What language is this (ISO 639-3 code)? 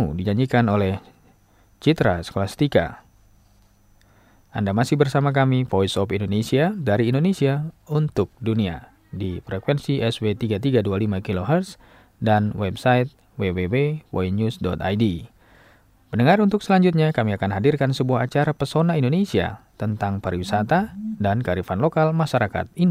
ind